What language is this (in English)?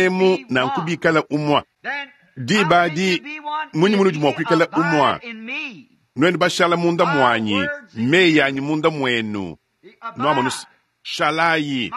Luba-Lulua